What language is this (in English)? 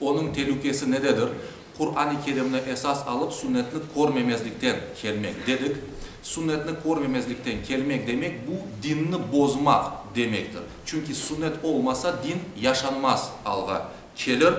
Crimean Tatar